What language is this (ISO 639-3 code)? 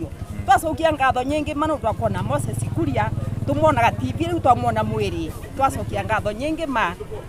kik